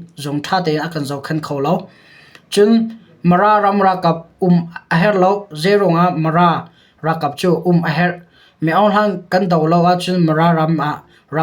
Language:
Hakha Chin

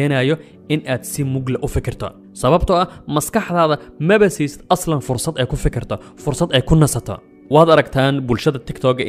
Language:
Somali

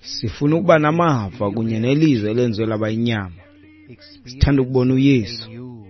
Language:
Xhosa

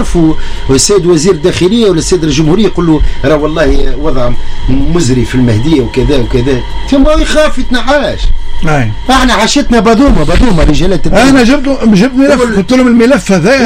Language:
Tunisian Arabic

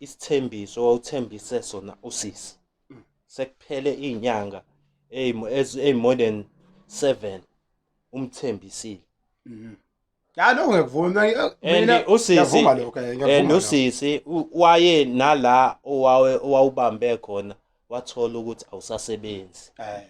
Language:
Zulu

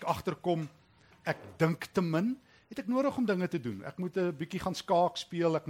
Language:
Afrikaans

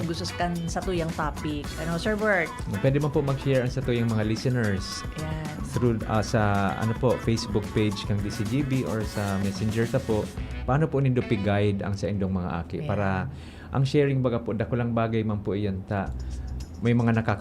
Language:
Bikol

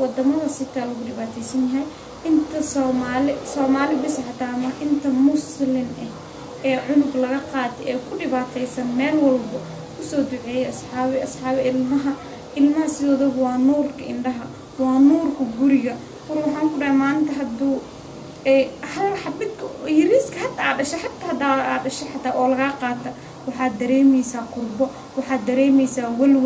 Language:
Somali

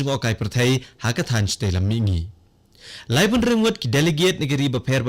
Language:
Khasi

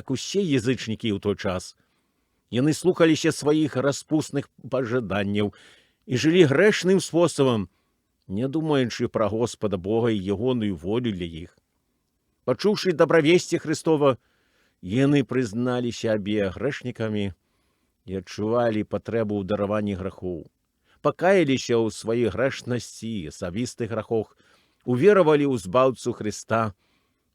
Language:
Belarusian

